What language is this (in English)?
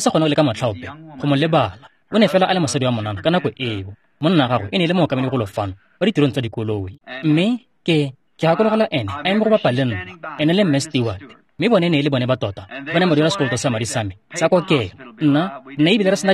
Tswana